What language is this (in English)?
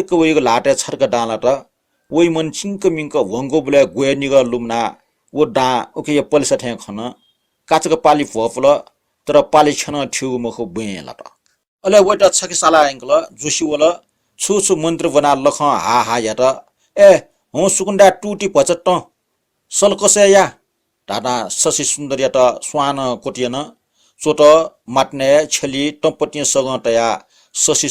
Newari